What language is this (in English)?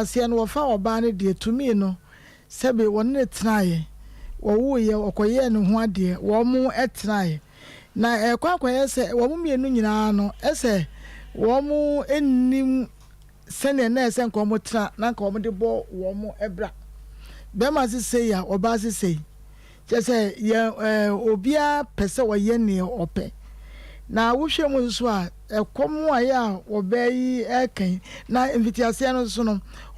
Akan